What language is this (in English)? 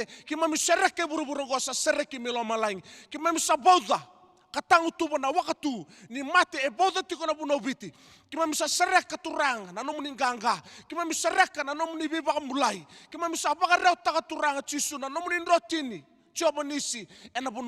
Fijian